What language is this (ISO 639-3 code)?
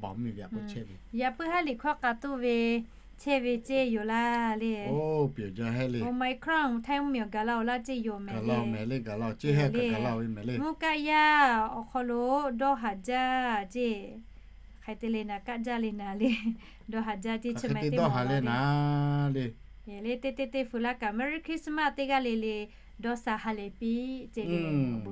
lhu